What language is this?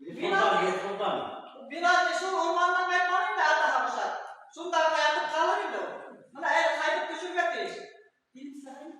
Bashkir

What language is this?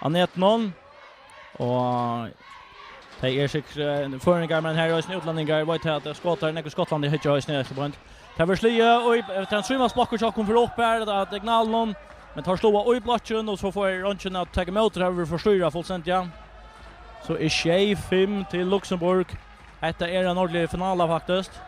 Faroese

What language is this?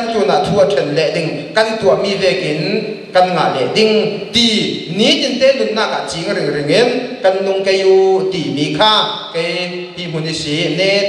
Falam Chin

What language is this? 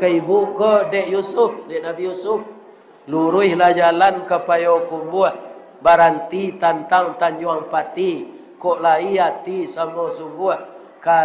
Minangkabau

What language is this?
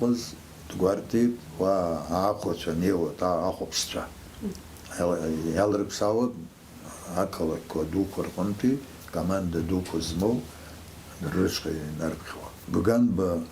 Abkhazian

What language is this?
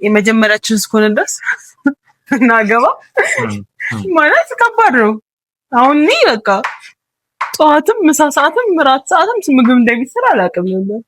Amharic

